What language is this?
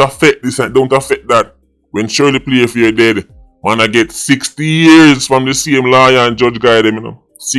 Jamaican Creole English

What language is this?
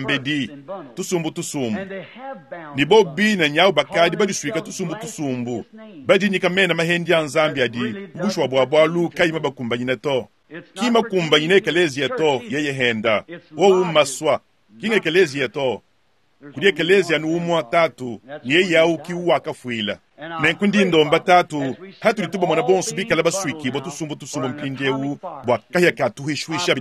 Luba-Lulua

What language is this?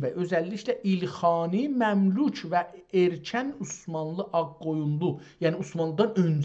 South Azerbaijani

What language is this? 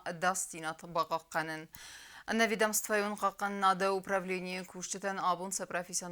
Ossetic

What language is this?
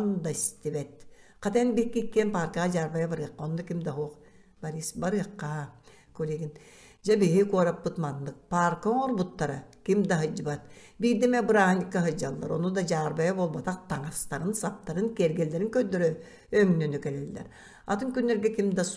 Yakut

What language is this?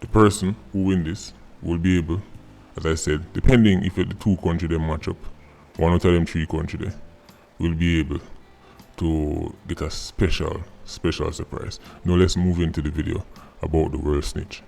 Jamaican Creole English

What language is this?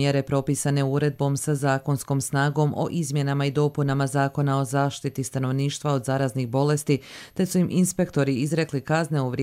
Serbian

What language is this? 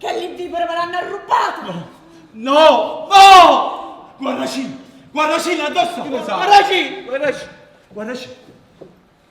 Neapolitan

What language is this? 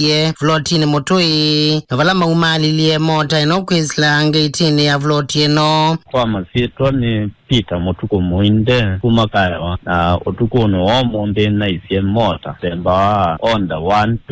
Kamba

